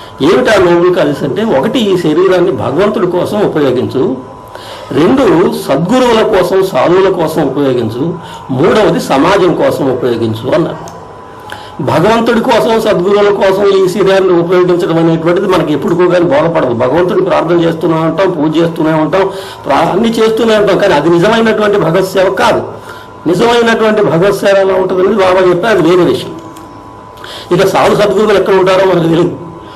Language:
Telugu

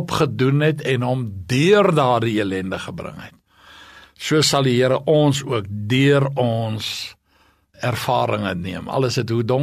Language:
Afrikaans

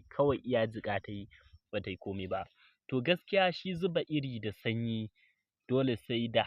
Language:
Hausa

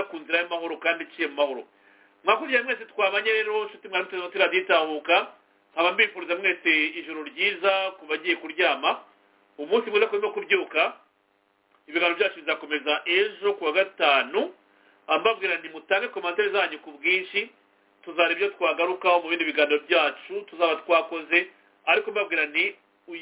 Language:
Kinyarwanda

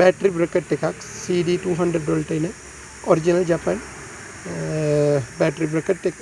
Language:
Sinhala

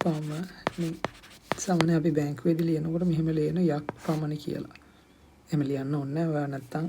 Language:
Sinhala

